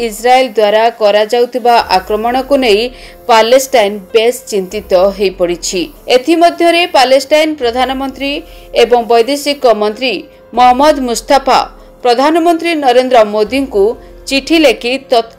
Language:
Odia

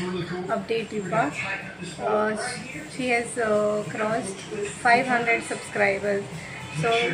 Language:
Konkani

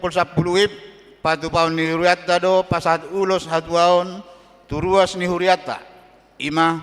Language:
Batak Toba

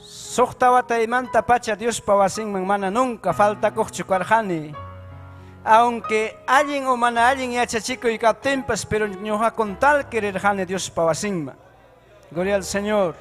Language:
Ayacucho Quechua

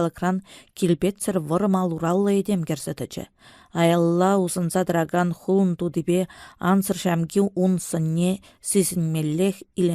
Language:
Chuvash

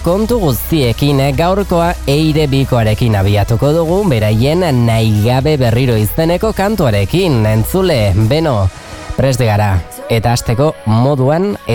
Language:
Basque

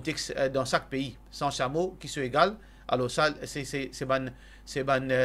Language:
Morisyen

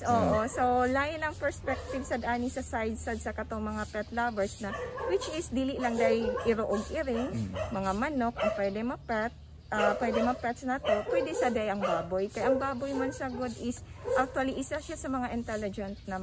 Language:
Cebuano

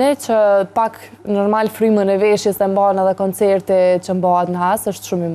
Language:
Albanian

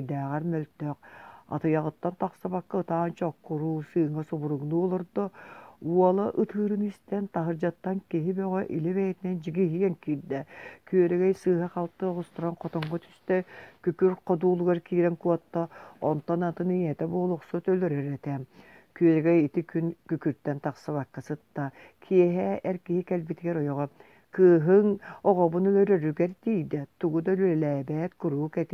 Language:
Yakut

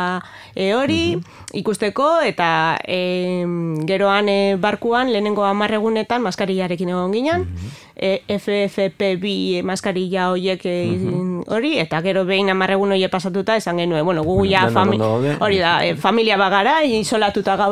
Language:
Basque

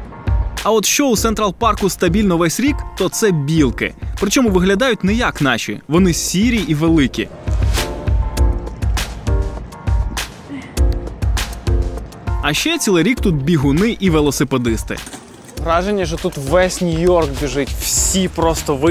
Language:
Ukrainian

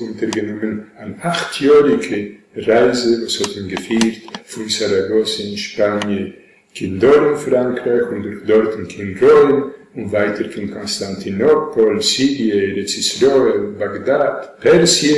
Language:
Yiddish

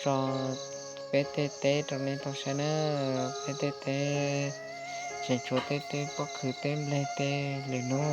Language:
Hmong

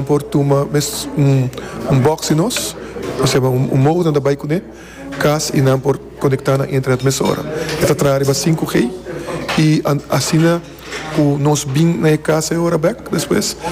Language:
Papiamento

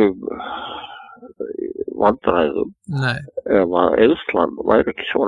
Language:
Icelandic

